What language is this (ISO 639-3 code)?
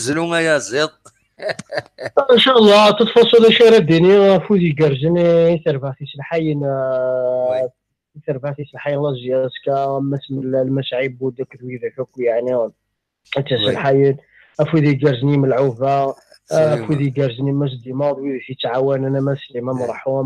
kab